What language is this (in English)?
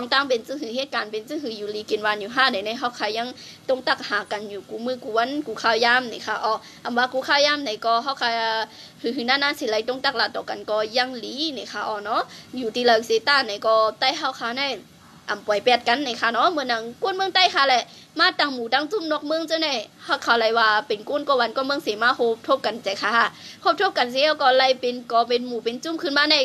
Shan